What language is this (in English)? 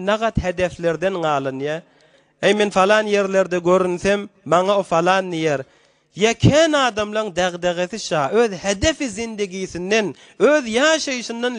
Turkmen